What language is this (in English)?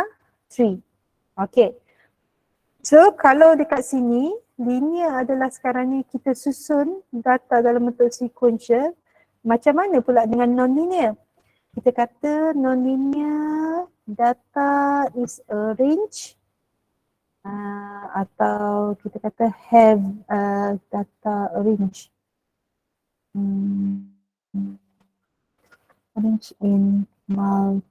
Malay